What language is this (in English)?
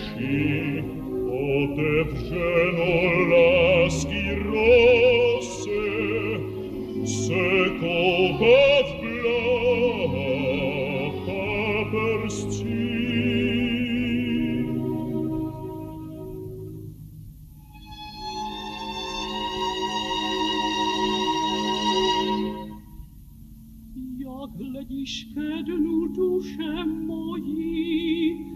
Czech